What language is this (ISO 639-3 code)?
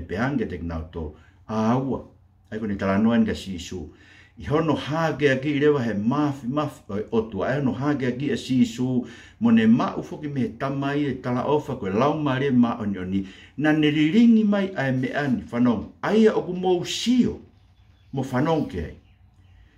ton